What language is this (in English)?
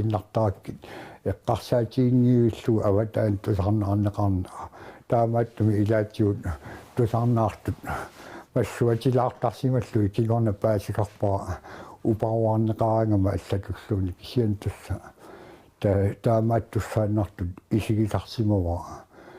Kalaallisut